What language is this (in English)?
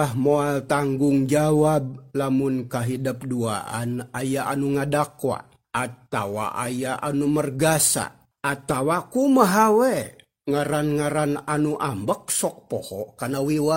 Sundanese